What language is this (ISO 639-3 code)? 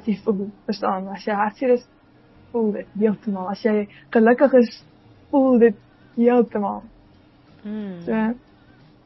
afr